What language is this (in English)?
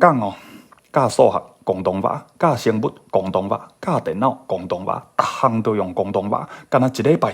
Min Nan Chinese